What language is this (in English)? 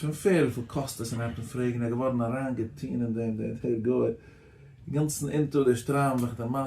Yiddish